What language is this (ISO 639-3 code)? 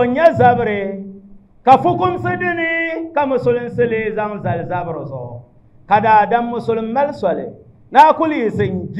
dag